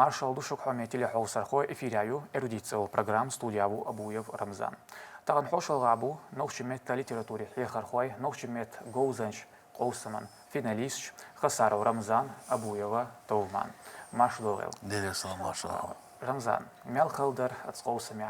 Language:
Chechen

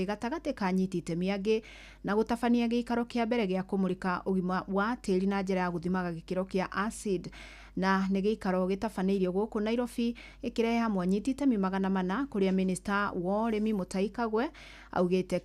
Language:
Kikuyu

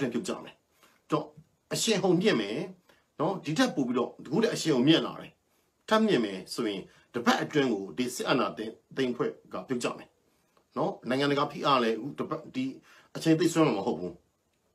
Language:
Burmese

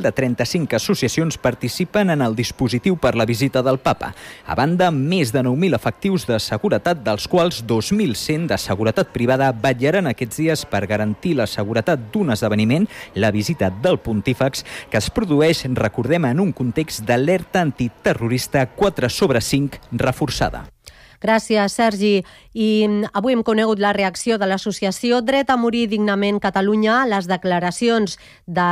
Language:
Catalan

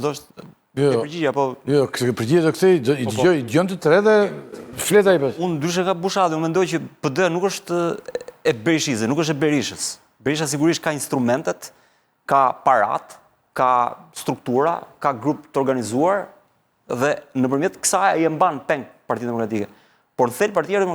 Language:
Albanian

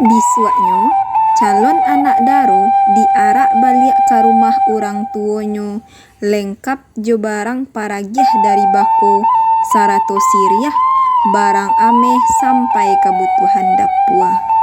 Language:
Minangkabau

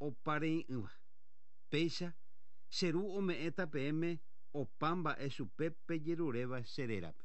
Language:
Guarani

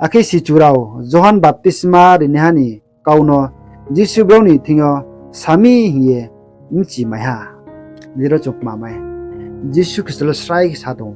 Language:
Riang (India)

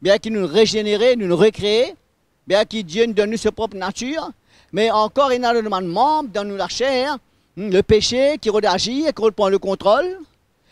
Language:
Morisyen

